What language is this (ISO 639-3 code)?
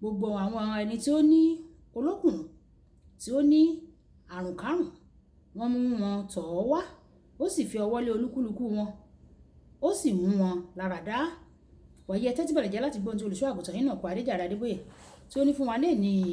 yor